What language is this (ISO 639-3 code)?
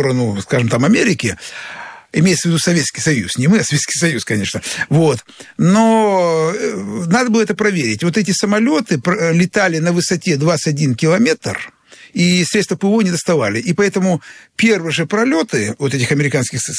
rus